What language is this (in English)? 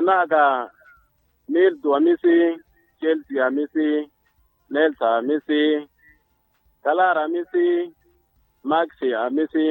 Makhuwa